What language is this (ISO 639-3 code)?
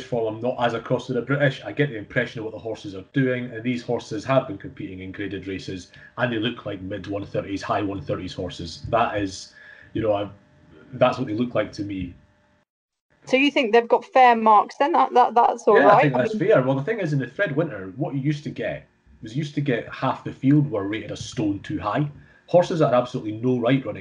eng